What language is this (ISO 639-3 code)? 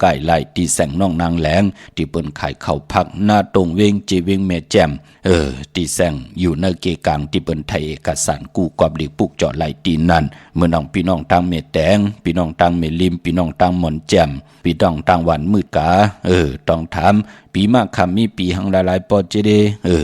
shn